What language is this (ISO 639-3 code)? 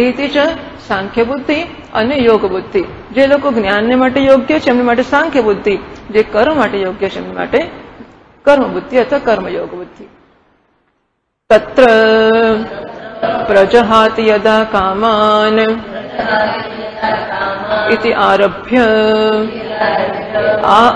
guj